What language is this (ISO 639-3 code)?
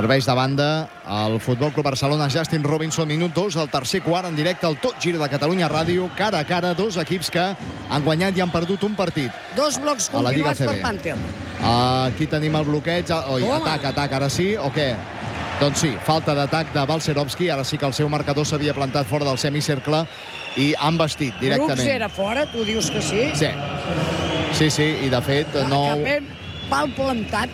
cat